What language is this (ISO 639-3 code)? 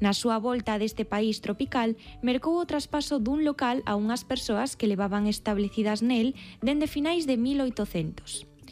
glg